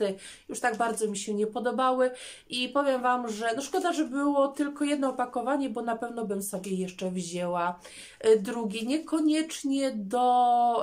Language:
Polish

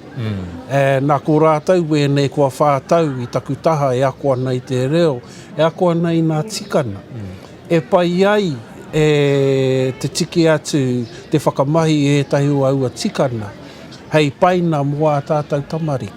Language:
Māori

